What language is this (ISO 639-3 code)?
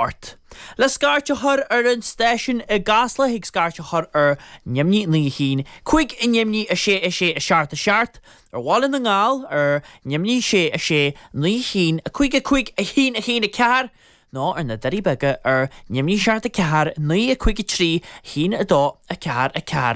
gle